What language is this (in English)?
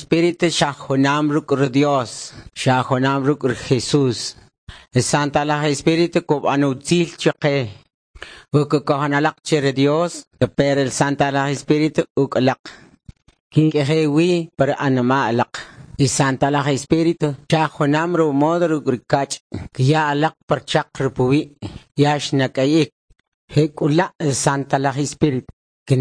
Kʼicheʼ